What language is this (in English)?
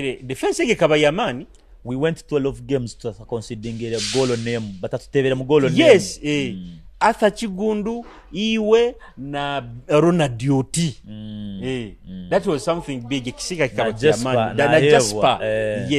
Nyoro